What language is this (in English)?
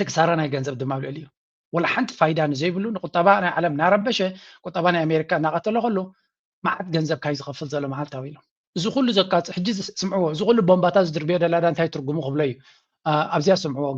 Tigrinya